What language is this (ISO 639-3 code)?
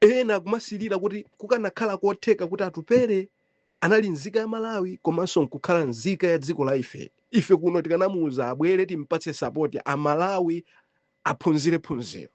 nya